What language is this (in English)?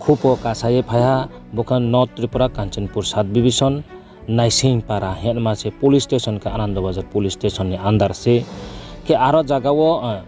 Riang (India)